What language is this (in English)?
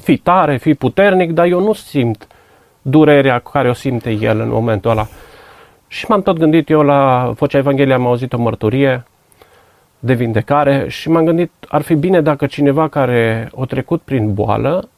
Romanian